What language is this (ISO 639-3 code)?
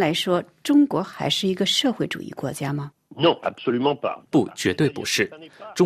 zho